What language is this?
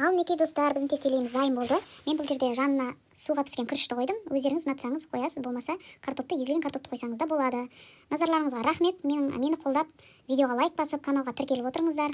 Kazakh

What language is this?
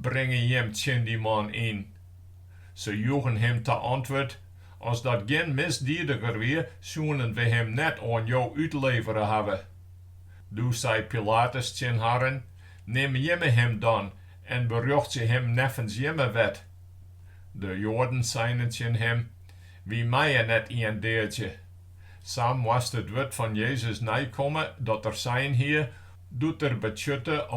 Western Frisian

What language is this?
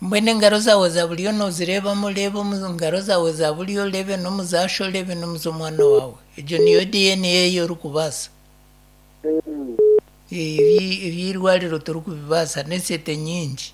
Nyankole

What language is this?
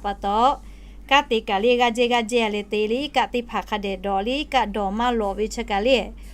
Lahu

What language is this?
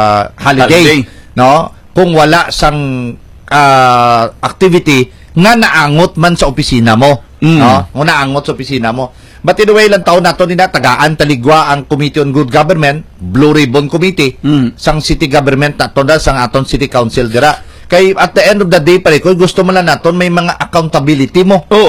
Hiligaynon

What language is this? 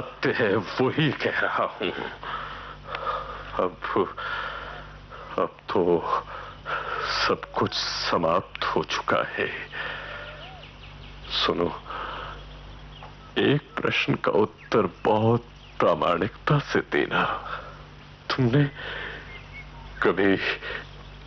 Hindi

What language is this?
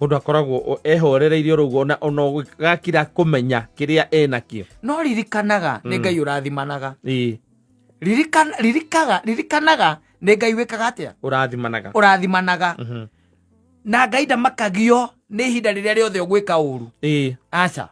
Kikuyu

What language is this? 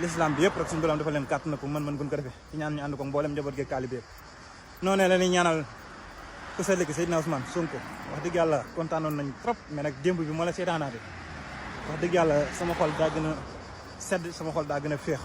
Wolof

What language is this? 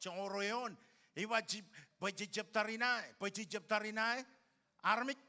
Marshallese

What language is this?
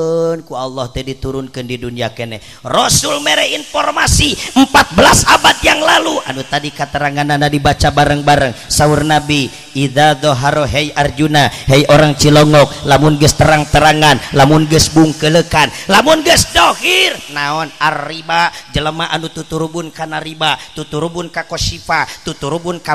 Sundanese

